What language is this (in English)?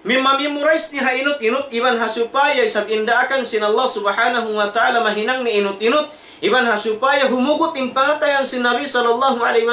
Tausug